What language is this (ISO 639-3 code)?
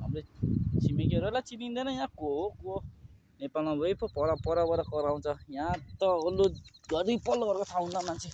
nep